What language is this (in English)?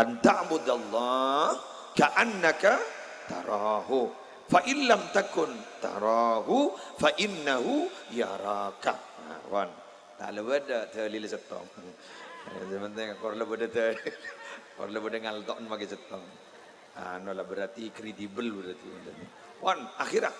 Madurese